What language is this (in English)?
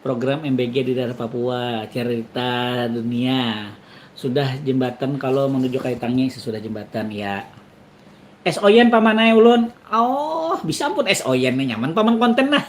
Banjar